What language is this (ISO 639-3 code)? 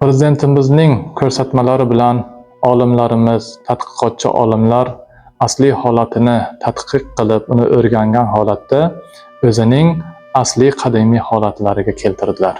uzb